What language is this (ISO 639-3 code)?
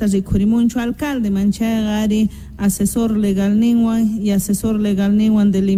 quh